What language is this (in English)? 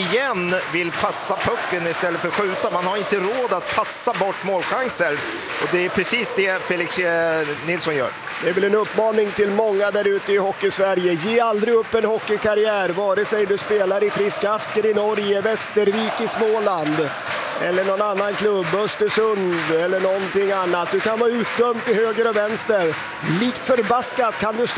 Swedish